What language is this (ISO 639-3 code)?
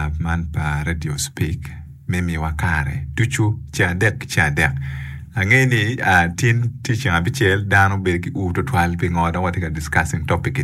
ach